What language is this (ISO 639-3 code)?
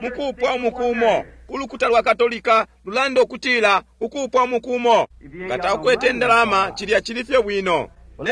bem